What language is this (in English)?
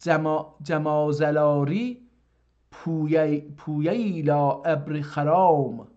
South Azerbaijani